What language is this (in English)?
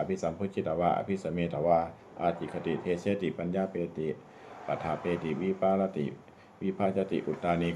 Pali